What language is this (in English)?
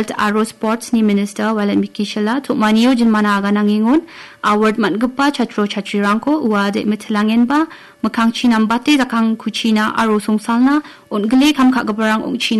Garo